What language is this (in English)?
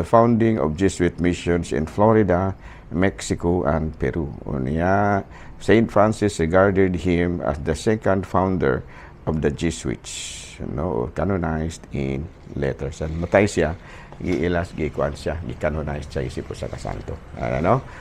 Cebuano